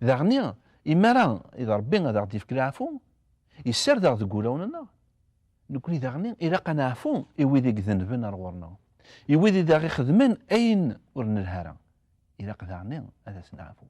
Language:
Kabyle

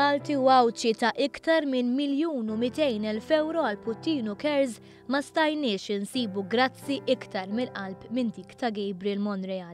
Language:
Maltese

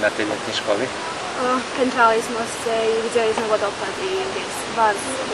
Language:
Rusyn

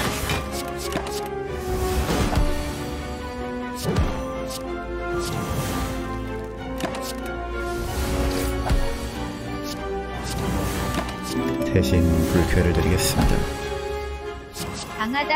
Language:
Korean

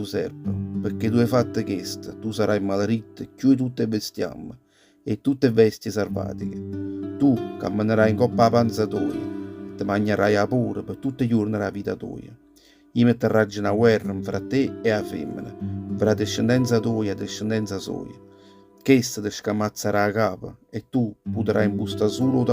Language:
Neapolitan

